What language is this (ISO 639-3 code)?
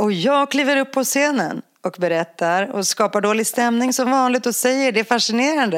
swe